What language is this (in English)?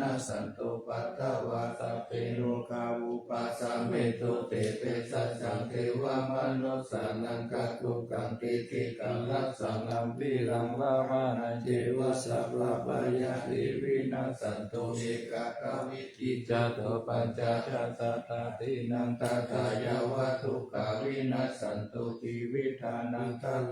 Pali